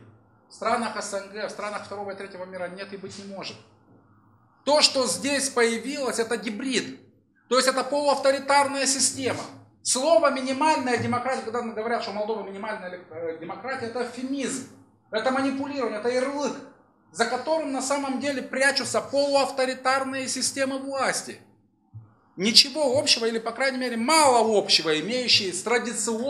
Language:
Russian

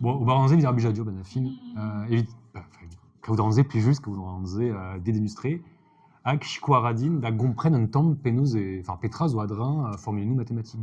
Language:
Breton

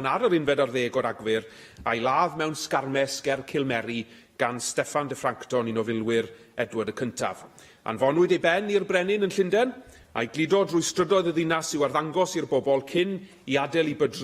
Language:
Welsh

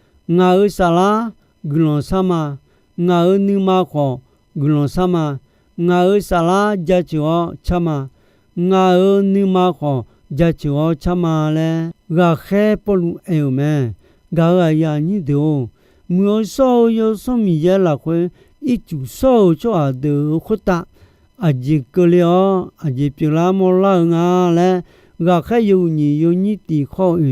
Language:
Akha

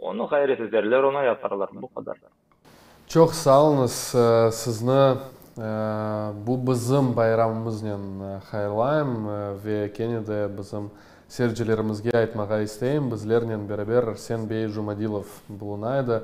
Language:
Crimean Tatar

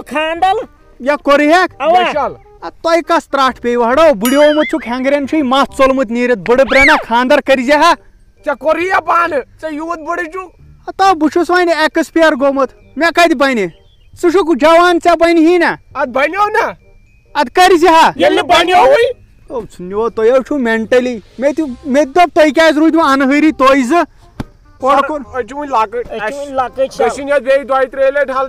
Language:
Kashmiri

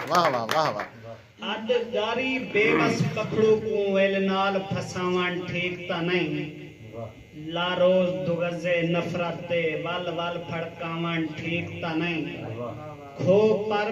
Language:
Saraiki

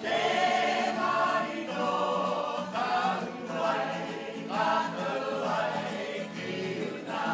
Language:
Māori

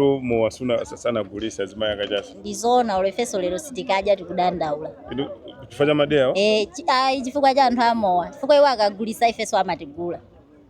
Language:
Nyanja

